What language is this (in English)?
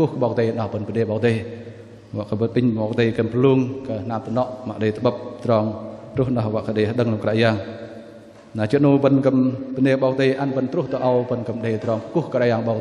Bahnar